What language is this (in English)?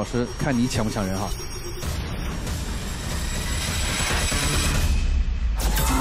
Chinese